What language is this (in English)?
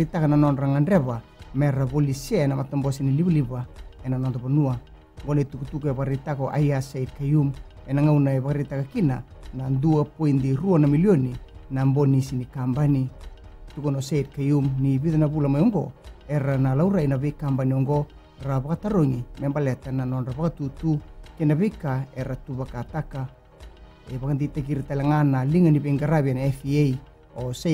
Fijian